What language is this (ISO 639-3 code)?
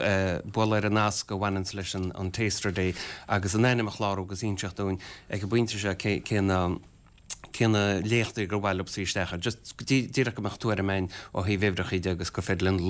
gle